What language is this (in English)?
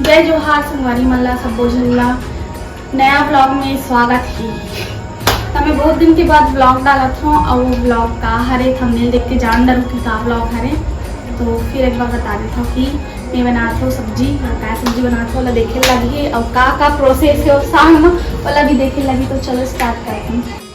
Chhattisgarhi